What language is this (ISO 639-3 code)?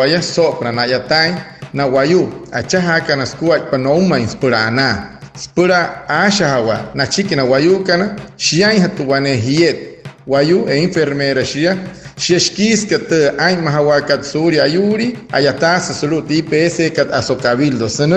guc